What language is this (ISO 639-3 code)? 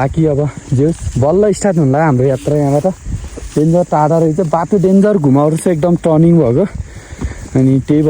nep